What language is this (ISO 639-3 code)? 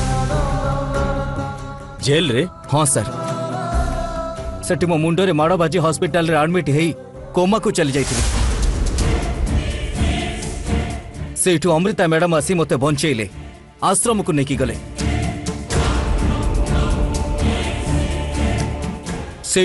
ori